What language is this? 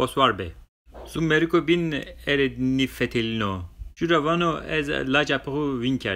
Zaza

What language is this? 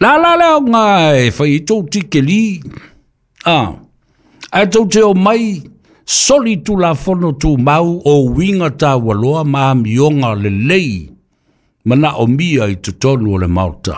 Samoan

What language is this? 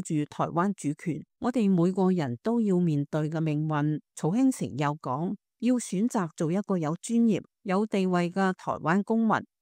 Cantonese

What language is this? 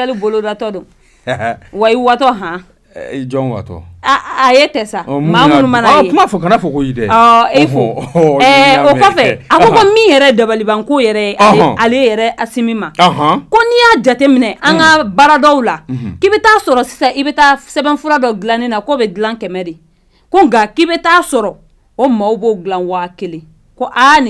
Bambara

